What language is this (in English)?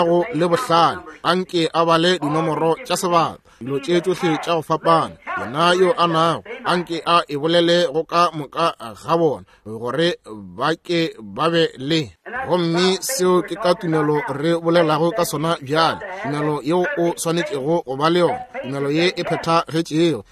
Northern Sotho